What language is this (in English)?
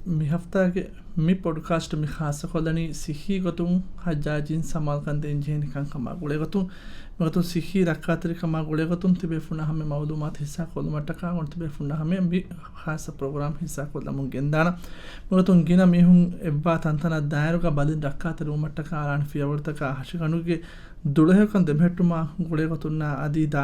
Divehi